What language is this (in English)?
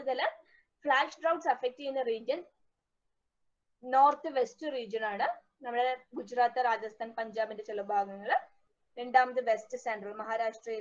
Malayalam